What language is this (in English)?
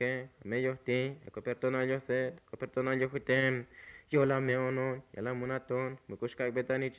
Tzotzil